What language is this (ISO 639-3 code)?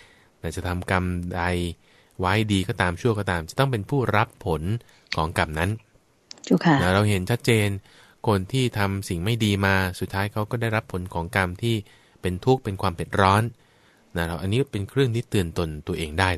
tha